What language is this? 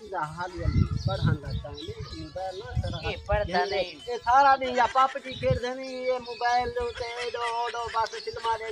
Saraiki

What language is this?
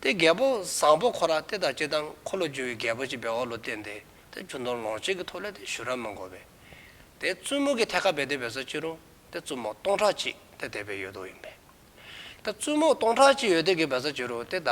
Dzongkha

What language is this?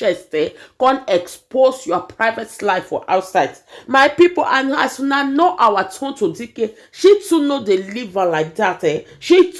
Nigerian Pidgin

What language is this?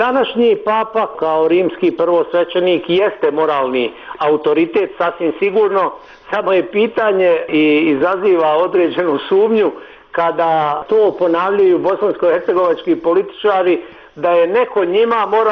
Bosnian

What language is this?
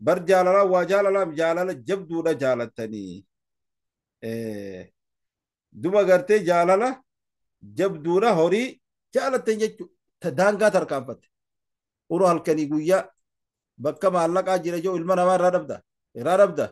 Oromo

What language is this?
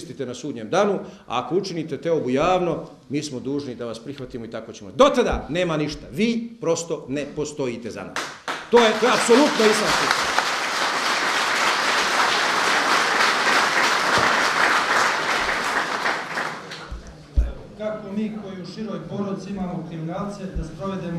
Bosnian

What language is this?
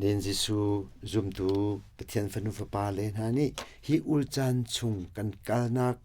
Hakha Chin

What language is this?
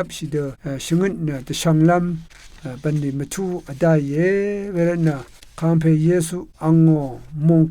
Rawang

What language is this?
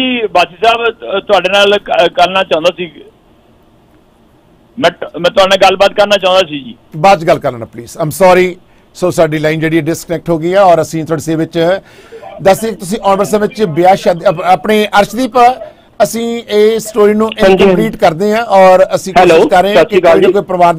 Punjabi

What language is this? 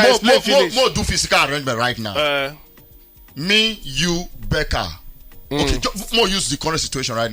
Nigerian Pidgin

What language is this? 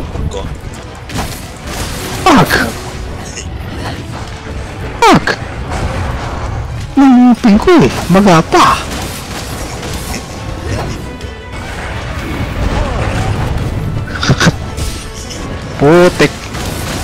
Filipino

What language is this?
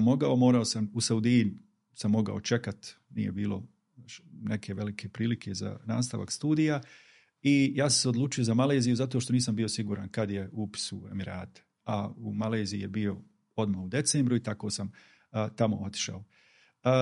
Bosnian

